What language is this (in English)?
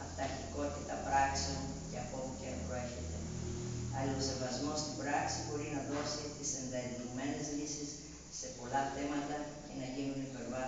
Greek